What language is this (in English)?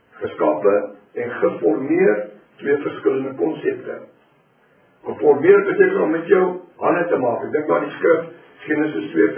Afrikaans